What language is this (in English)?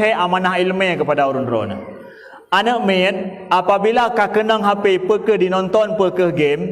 Achinese